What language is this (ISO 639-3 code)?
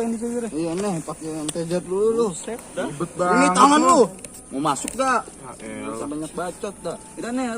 bew